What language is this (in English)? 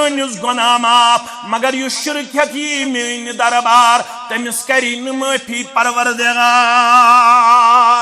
Kashmiri